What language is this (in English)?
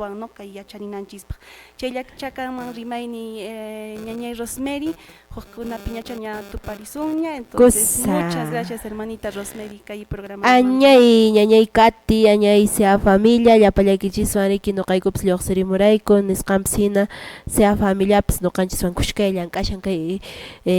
Quechua